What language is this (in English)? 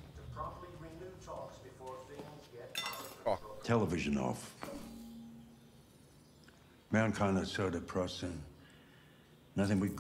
Hungarian